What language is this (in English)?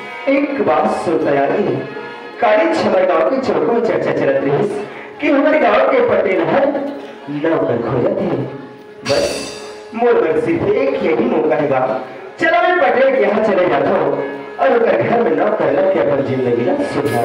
Chhattisgarhi